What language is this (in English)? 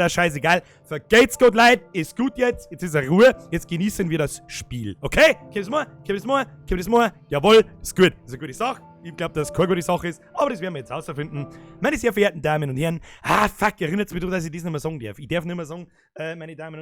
Bavarian